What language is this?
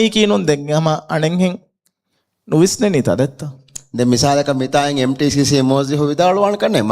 Divehi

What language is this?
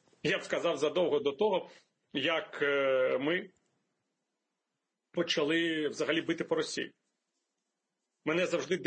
Ukrainian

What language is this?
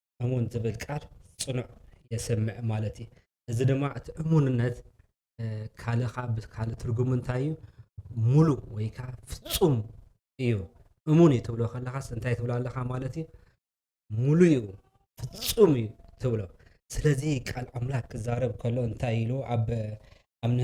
Tigrinya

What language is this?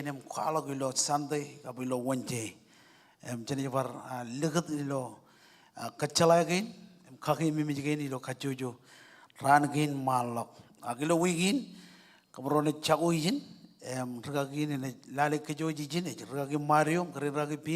Marshallese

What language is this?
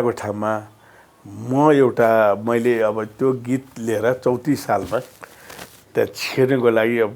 Nepali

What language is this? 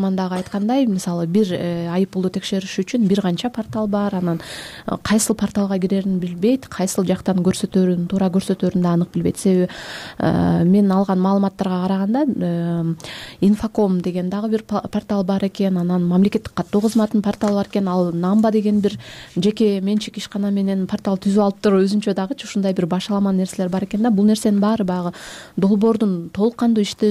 Kyrgyz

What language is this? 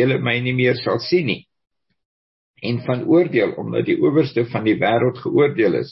Afrikaans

